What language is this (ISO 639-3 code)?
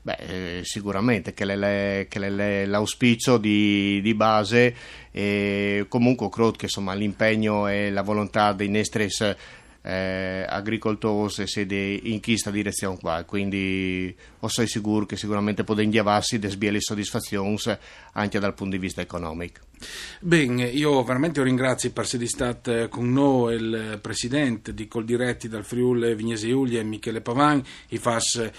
fur